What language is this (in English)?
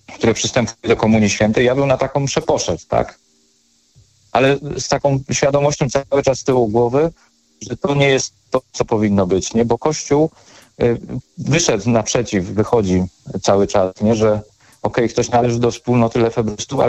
Polish